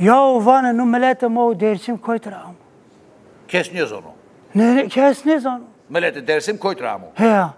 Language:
Zaza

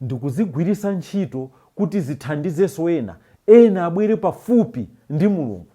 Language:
Nyanja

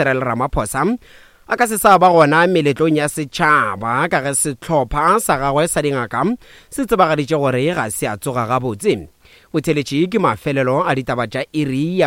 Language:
Northern Sotho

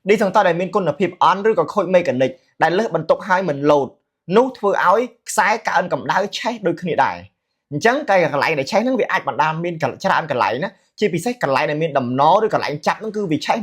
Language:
Khmer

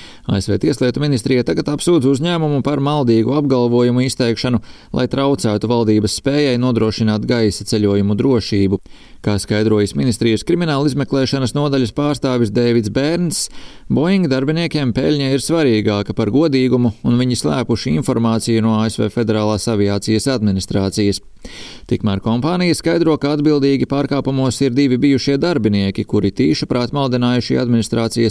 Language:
Latvian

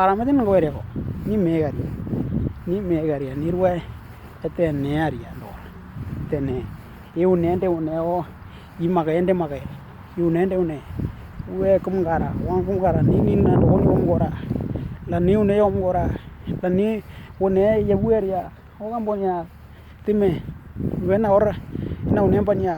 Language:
Western Dani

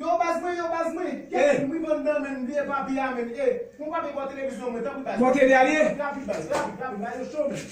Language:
Haitian Creole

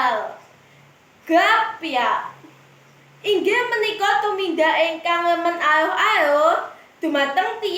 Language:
Javanese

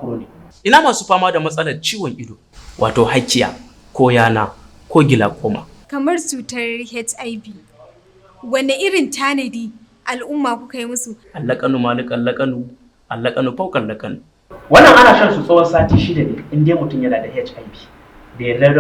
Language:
Hausa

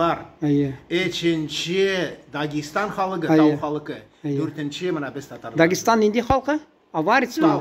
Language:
Tatar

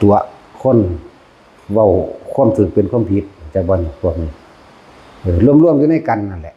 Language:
Northeastern Thai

